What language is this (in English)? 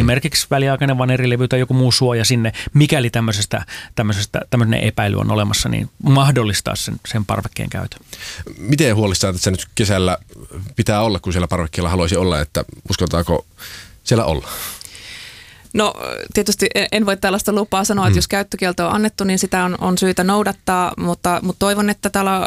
Finnish